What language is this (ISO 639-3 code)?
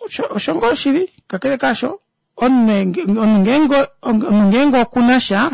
kua